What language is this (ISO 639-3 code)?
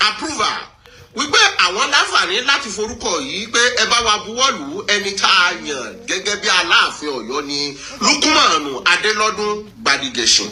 yor